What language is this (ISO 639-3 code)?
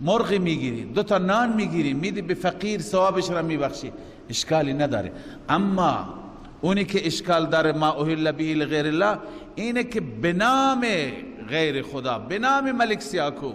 fas